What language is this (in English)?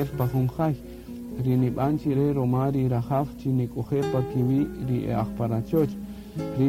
Kaqchikel